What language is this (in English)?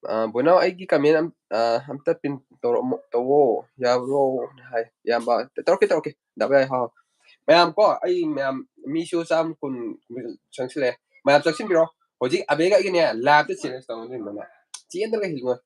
Manipuri